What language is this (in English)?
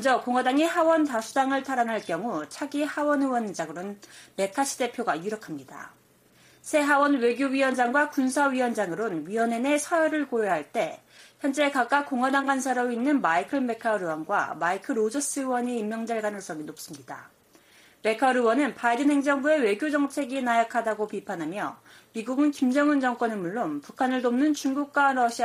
Korean